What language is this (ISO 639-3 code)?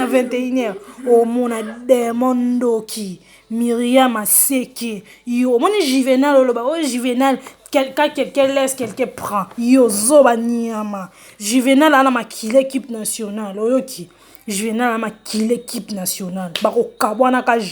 lin